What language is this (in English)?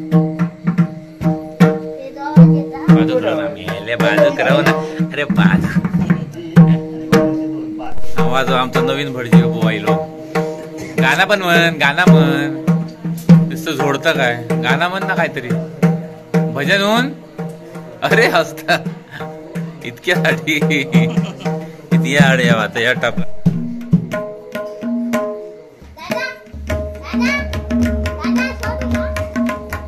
Marathi